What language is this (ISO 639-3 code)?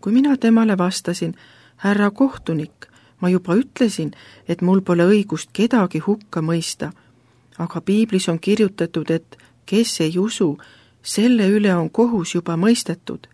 est